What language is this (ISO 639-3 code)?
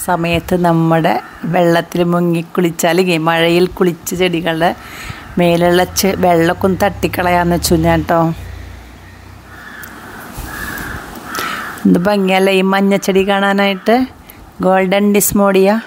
mal